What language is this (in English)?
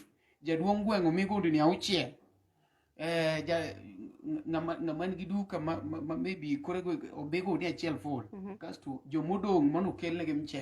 Luo (Kenya and Tanzania)